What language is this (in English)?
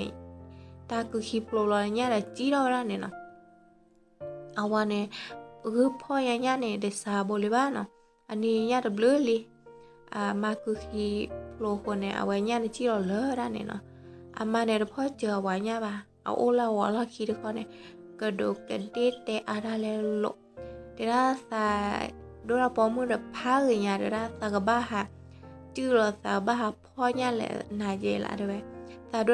S'gaw Karen